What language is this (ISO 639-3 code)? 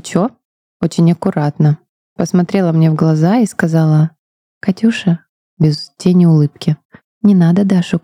rus